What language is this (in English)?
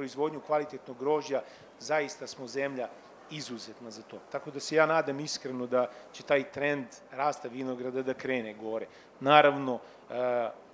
Serbian